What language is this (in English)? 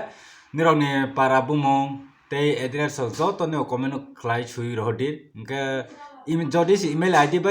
Kok Borok